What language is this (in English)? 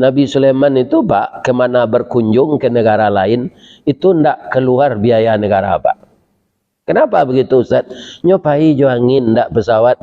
Minangkabau